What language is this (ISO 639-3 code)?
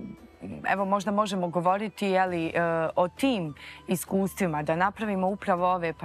bos